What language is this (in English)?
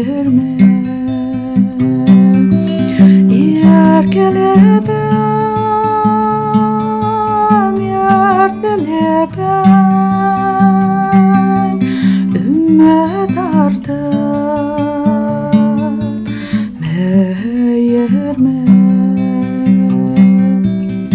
Kazakh